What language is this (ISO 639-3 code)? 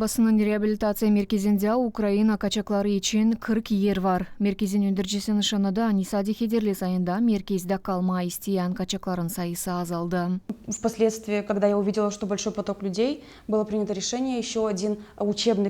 gag